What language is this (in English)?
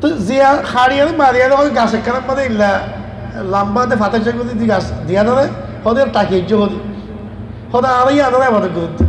Rohingya